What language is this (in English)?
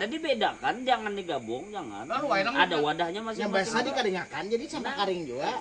Banjar